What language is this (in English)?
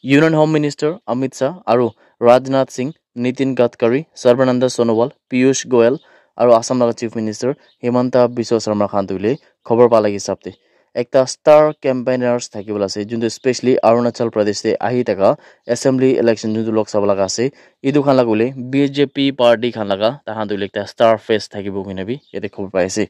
Naga Pidgin